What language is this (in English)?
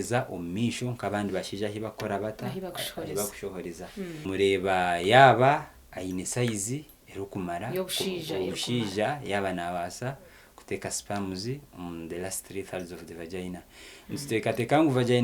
Nyankole